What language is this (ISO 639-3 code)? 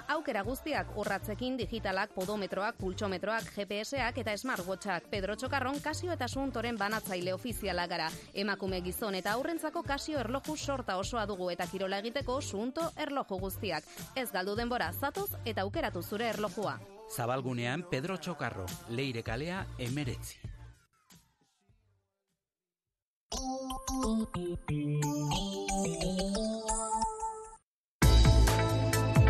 eus